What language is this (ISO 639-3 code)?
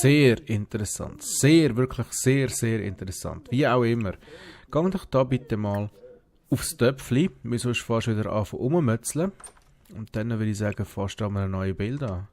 gsw